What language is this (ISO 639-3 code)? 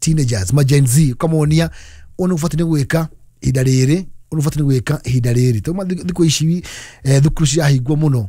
kik